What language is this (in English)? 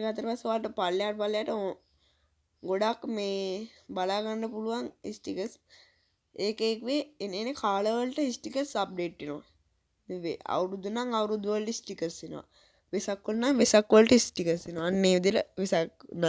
Sinhala